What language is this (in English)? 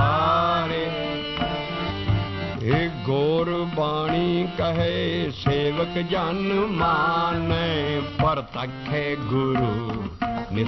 Punjabi